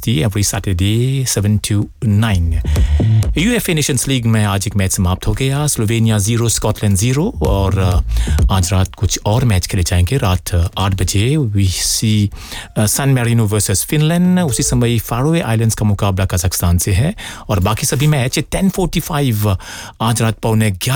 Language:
Hindi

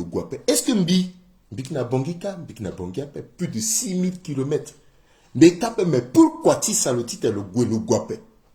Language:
Sango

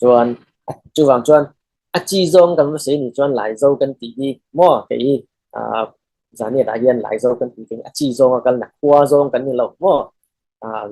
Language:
Falam Chin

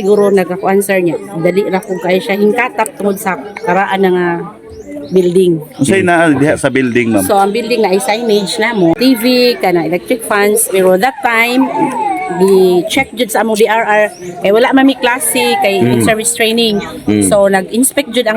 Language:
Cebuano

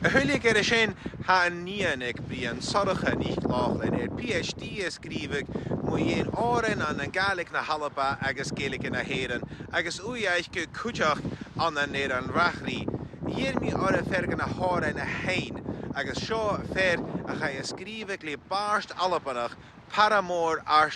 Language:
Scottish Gaelic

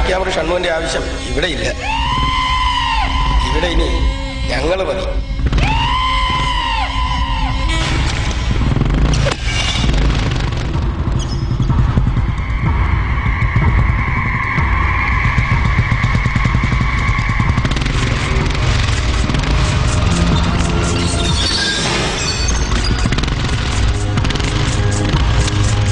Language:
Malayalam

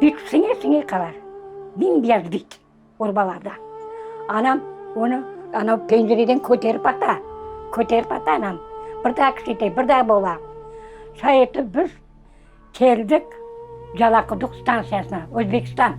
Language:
Crimean Tatar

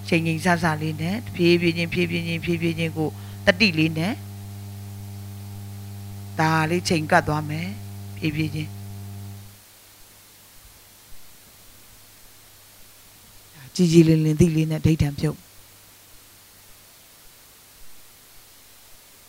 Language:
Burmese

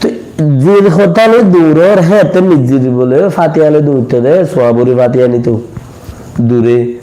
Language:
Rohingya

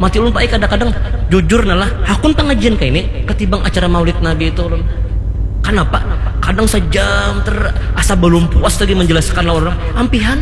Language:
Banjar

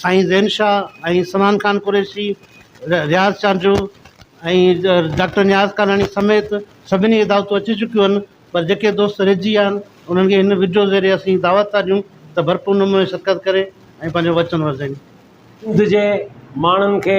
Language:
Sindhi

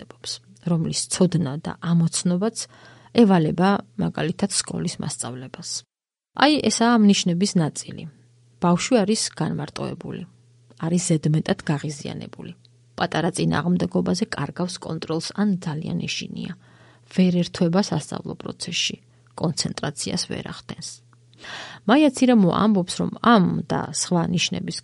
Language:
Georgian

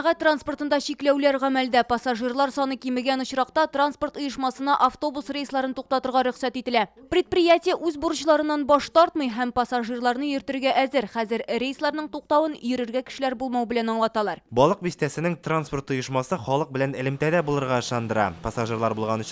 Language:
Tatar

